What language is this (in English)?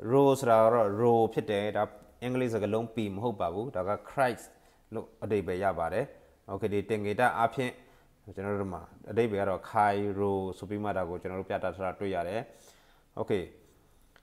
Burmese